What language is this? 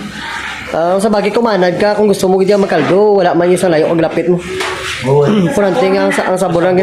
Hiligaynon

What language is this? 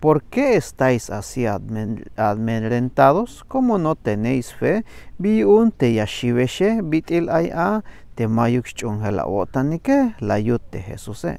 Tzeltal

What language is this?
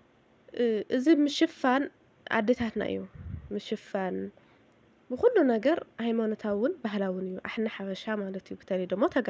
Tigrinya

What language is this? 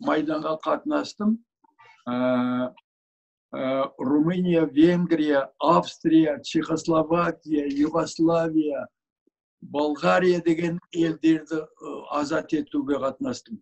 Kazakh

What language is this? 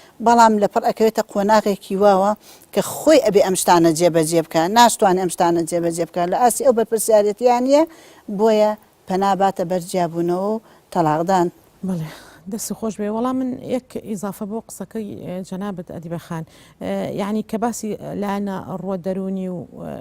Central Kurdish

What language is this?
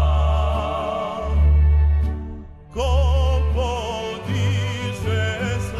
Serbian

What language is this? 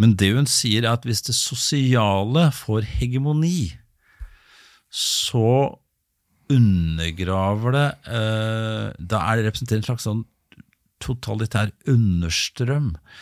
Norwegian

